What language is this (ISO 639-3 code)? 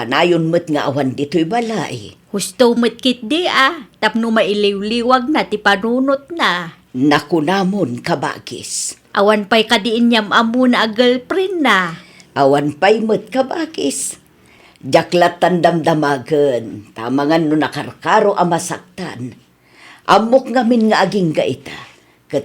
ilo